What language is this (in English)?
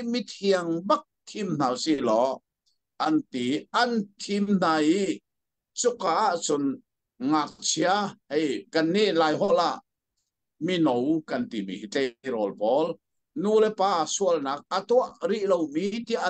Hakha Chin